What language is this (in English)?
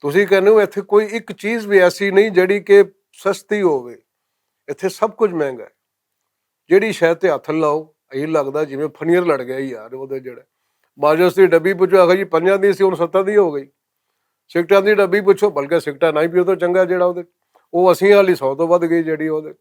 Western Panjabi